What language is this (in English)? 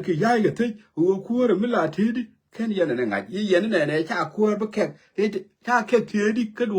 Nuer